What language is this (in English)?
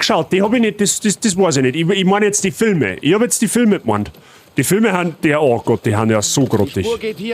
Bavarian